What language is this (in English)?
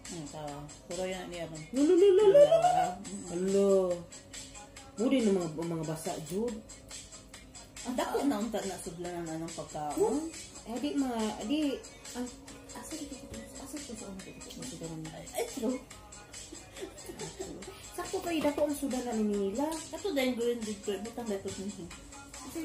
Cebuano